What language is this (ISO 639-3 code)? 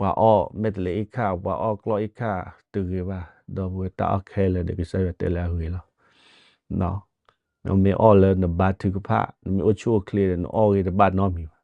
ksw